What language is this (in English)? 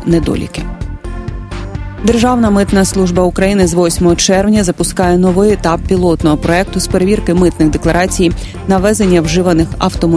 Ukrainian